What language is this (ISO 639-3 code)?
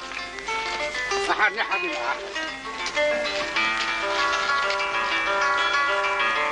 arq